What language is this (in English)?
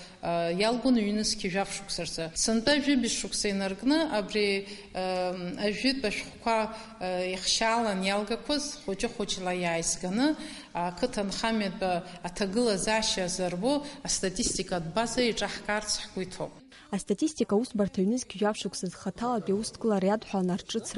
Abkhazian